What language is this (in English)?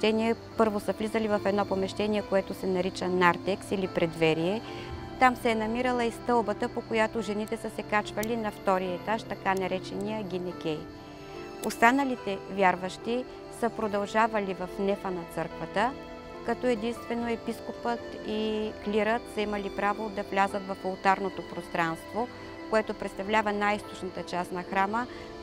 Bulgarian